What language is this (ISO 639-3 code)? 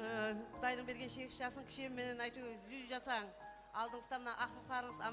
kaa